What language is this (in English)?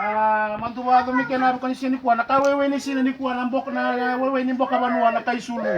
Fijian